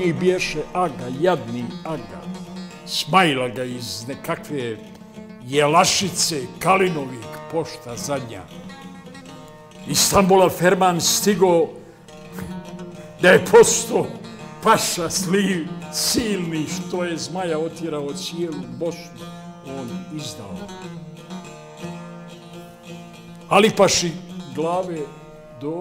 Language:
Bosnian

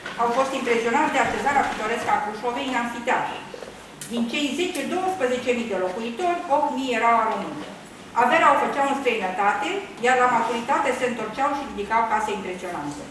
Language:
Romanian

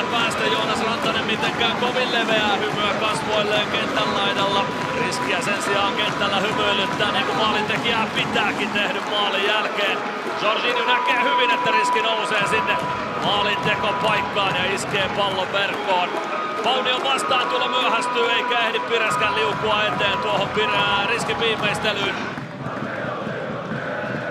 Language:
Finnish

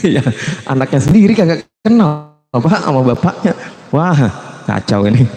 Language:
Betawi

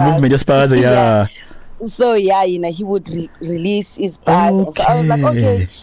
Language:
Xhosa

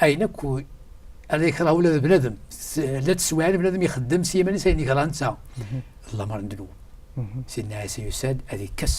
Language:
Kabyle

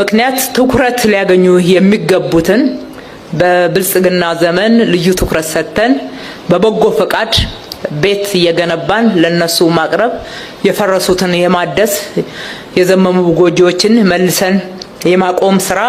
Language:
Amharic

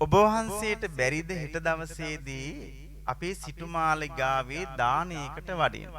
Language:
Sinhala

